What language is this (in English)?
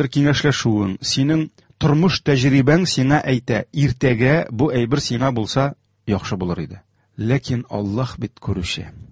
Tatar